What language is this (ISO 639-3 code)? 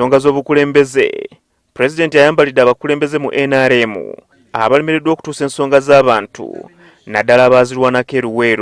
lug